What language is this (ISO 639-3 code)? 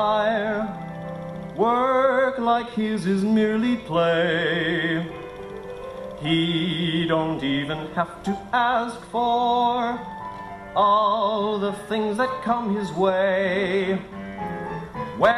eng